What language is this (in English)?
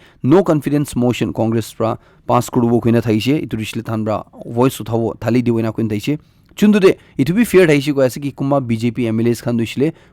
Naga Pidgin